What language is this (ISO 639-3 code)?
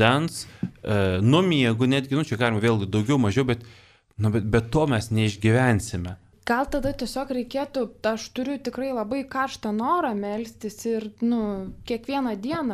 lit